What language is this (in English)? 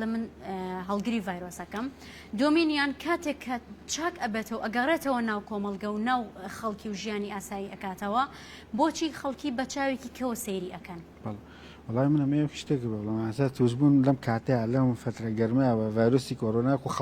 Central Kurdish